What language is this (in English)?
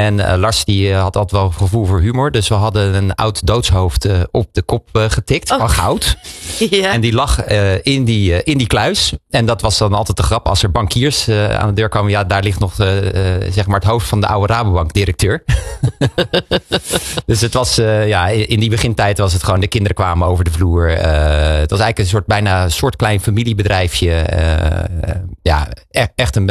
Dutch